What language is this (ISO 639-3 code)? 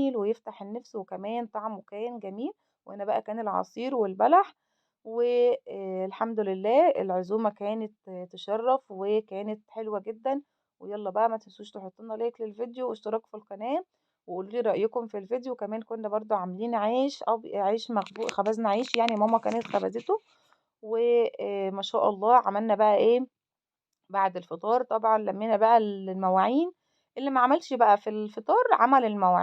arz